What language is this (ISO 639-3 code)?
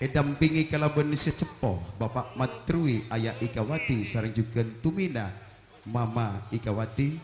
mad